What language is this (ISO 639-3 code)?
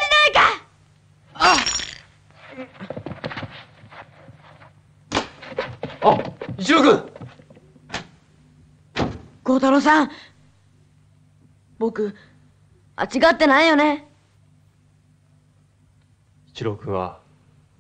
jpn